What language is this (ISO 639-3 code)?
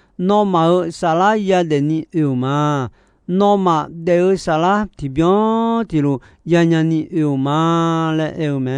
ahk